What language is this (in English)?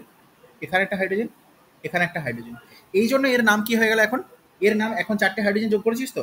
Bangla